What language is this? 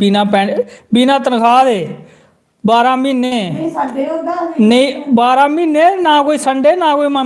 Dogri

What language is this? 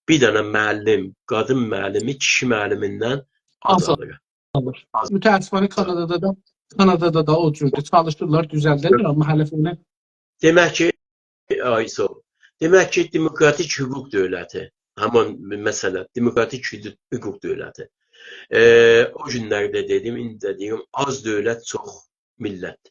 South Azerbaijani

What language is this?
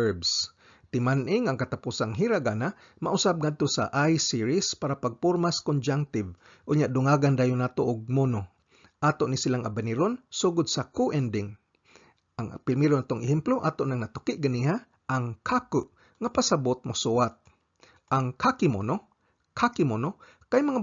Cebuano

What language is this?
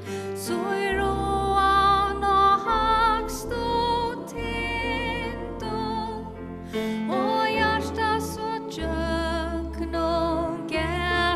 Faroese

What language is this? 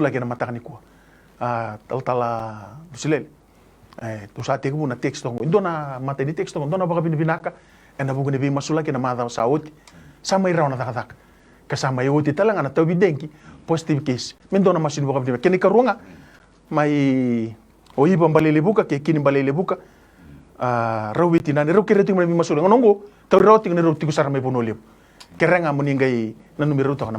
Fijian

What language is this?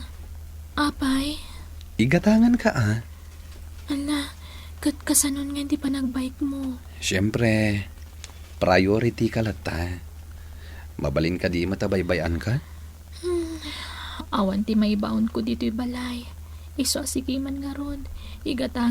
Iloko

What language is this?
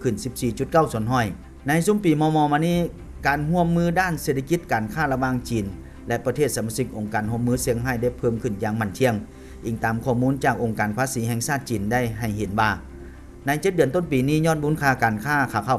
Lao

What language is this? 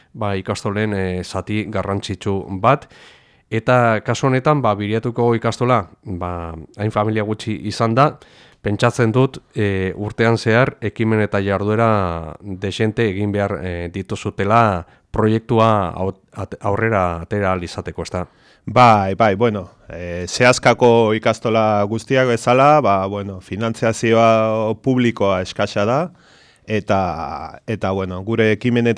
Basque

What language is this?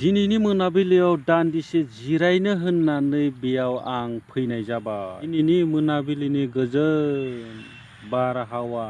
Bodo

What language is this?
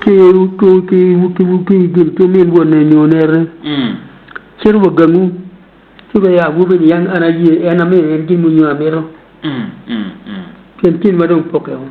Acoli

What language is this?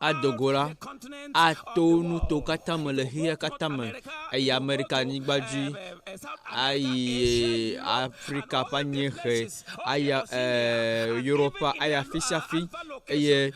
Ewe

